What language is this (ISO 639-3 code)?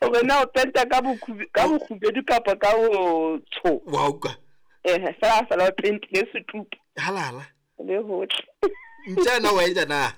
sot